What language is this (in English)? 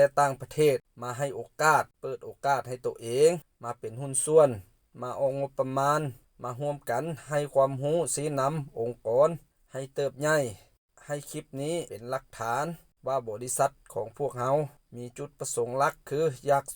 Lao